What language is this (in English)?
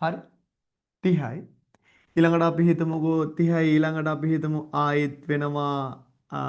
Sinhala